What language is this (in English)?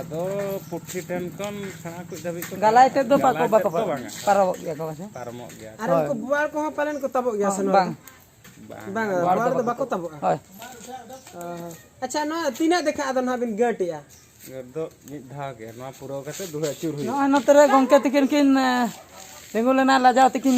Santali